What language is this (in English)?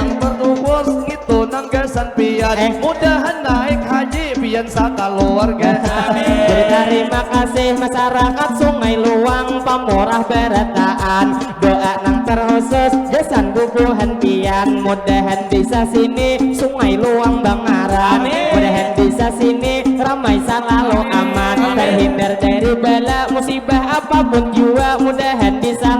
Banjar